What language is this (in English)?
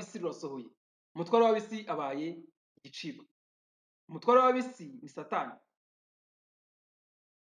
Kinyarwanda